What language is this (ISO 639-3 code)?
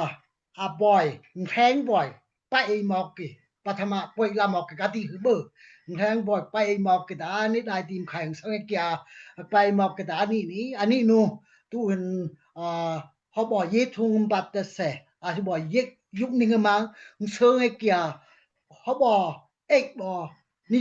dao